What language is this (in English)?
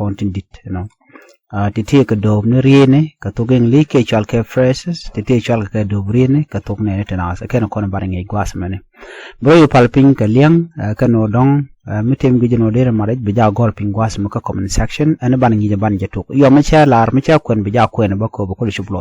Nuer